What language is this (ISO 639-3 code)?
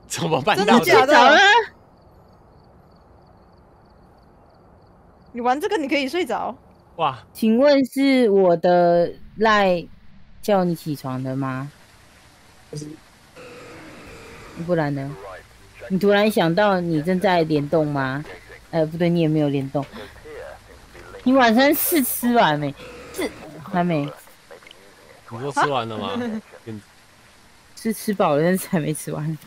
zho